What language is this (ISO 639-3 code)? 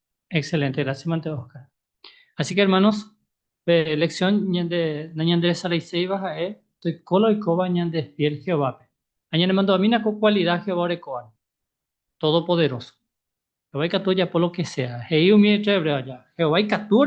grn